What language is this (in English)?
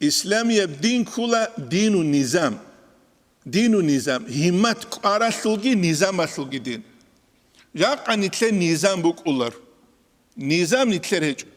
Avaric